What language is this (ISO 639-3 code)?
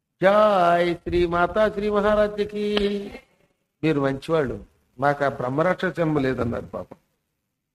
tel